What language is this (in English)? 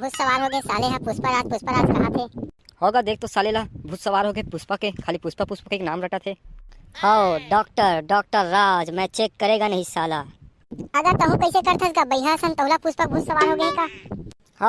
Chhattisgarhi